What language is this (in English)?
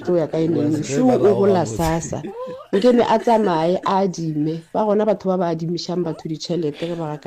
Northern Sotho